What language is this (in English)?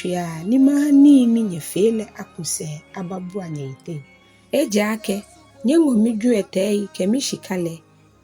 Ga